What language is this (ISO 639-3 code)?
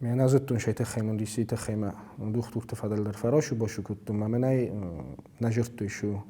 oss